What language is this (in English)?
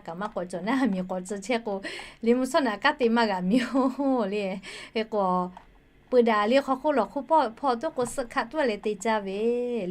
Lahu